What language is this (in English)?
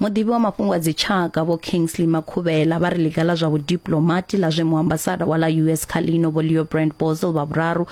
Venda